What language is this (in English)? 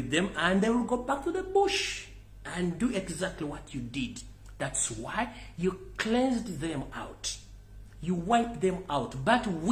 Ganda